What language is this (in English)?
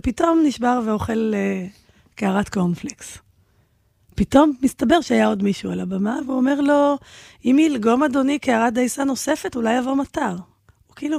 Hebrew